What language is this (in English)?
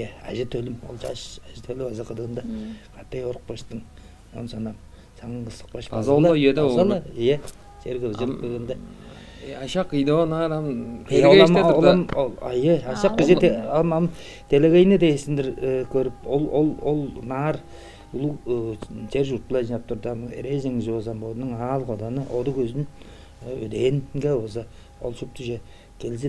Tuvinian